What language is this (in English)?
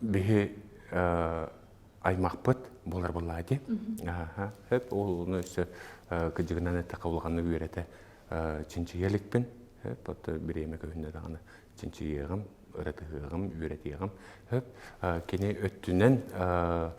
Yakut